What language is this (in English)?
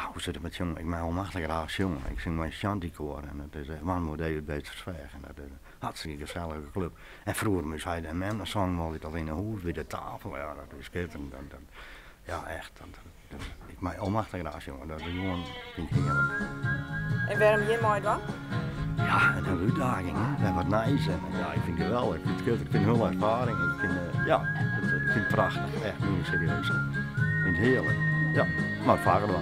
Western Frisian